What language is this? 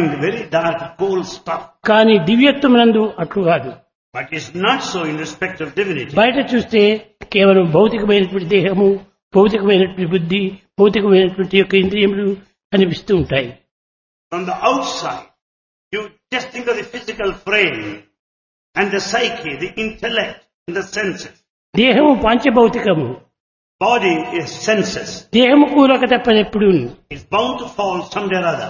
Telugu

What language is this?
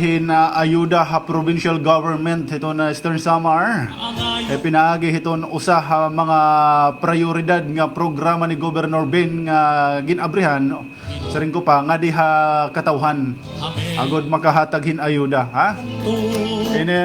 Waray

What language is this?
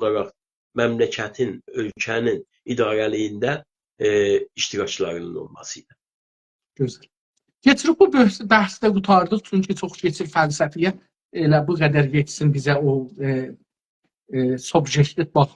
South Azerbaijani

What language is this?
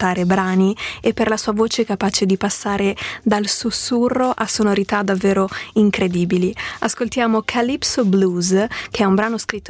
Italian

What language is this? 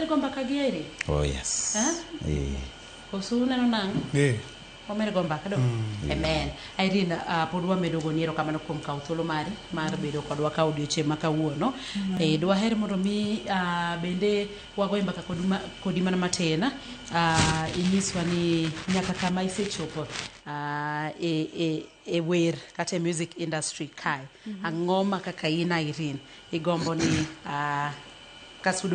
Luo (Kenya and Tanzania)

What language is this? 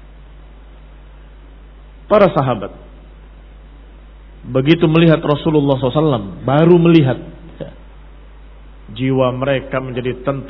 Indonesian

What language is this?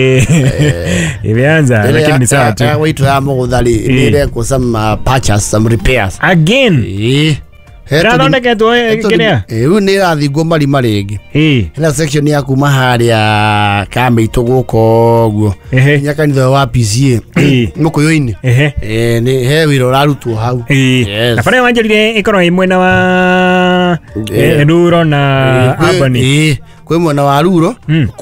Kikuyu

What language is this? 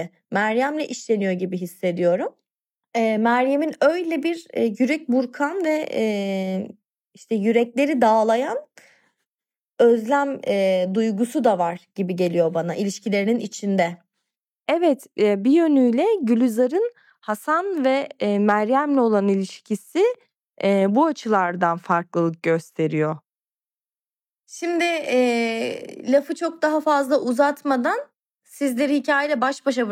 Turkish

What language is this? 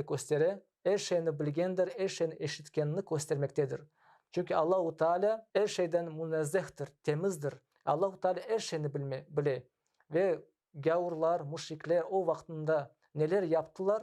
Crimean Tatar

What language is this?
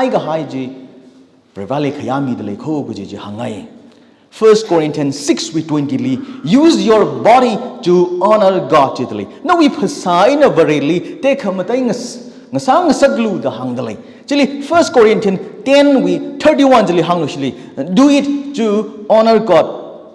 Tangkhul Naga (India)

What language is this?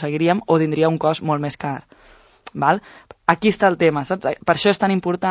Catalan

